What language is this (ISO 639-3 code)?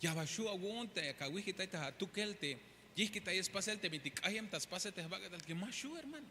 tzh